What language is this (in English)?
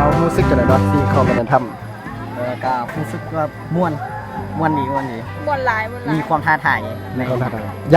Lao